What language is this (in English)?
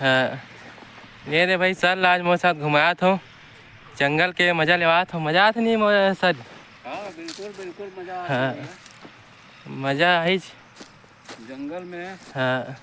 Chhattisgarhi